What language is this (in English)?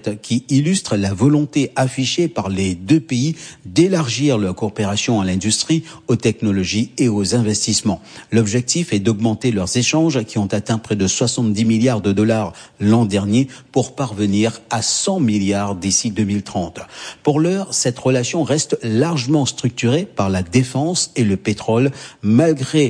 French